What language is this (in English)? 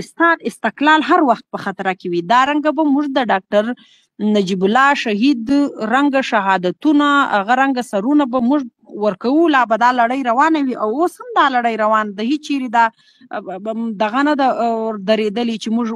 Pashto